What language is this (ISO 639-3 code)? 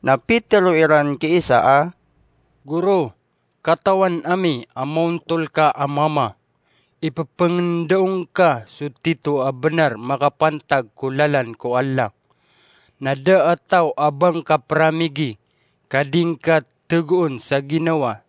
mrw